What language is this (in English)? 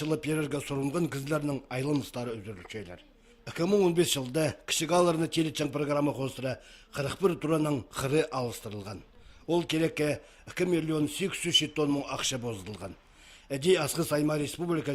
Khakas